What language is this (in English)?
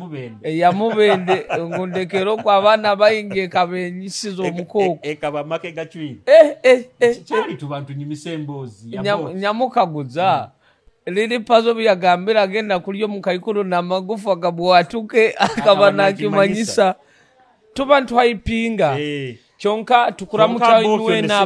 Nyoro